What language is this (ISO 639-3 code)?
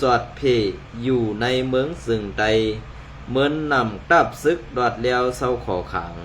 shn